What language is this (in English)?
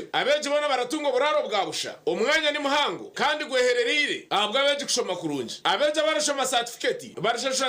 Nyankole